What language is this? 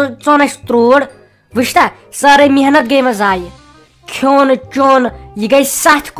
Kashmiri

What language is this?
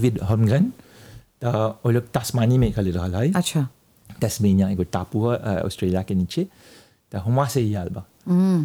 Bhojpuri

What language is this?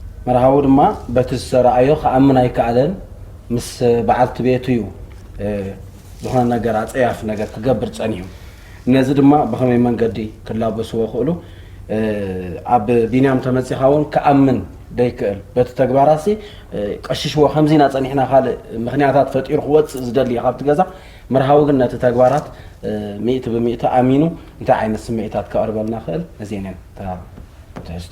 Tigrinya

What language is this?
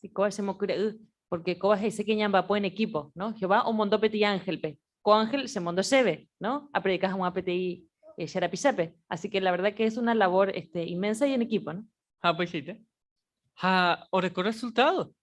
Guarani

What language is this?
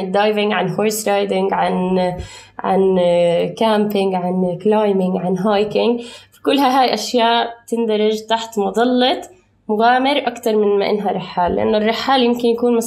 North Levantine Arabic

